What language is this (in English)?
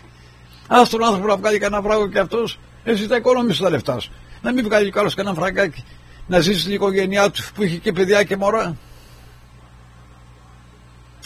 Greek